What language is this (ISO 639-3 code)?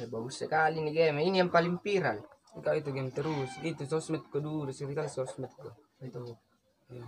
mfp